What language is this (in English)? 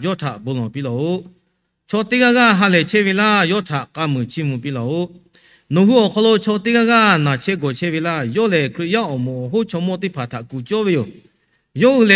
Lahu